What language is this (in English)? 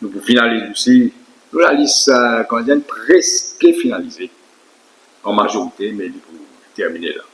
Morisyen